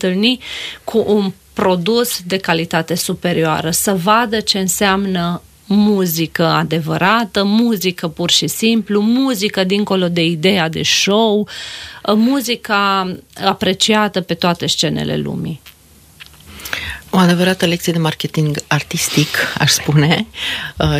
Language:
Romanian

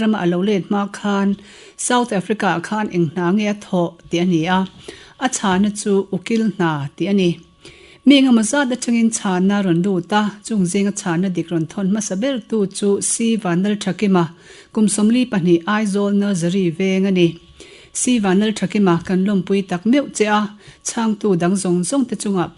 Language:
Mizo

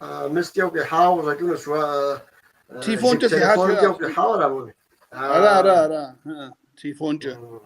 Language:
Kabardian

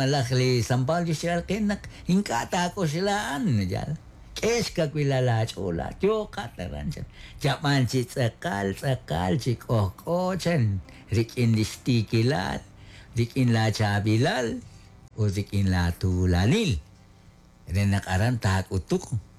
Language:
Kekchí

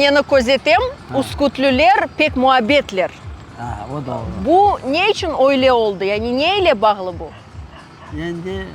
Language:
Crimean Tatar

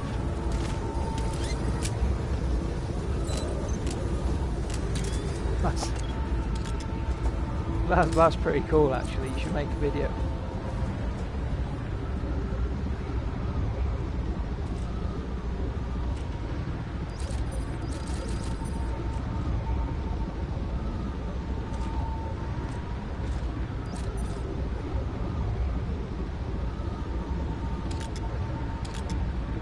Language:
English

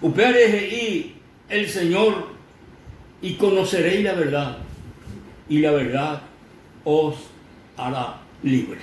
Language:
Guarani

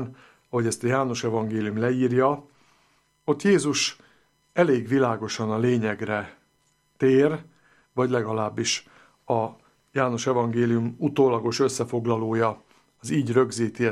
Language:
Hungarian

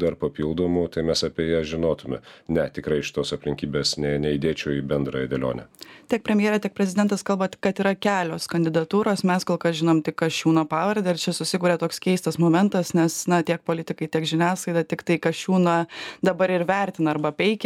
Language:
Lithuanian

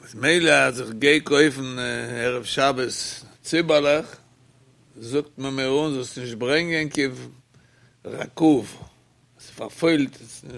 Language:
Yiddish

